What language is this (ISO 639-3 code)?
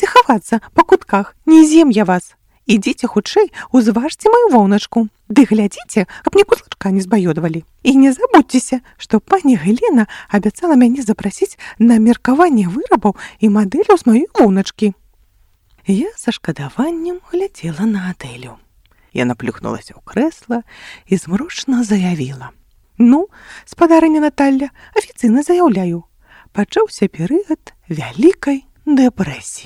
bel